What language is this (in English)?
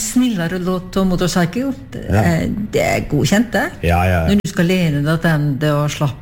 Norwegian